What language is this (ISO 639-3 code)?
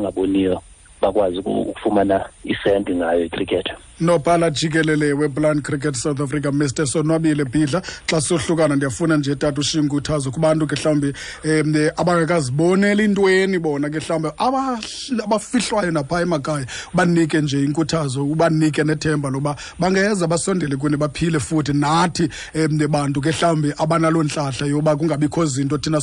xho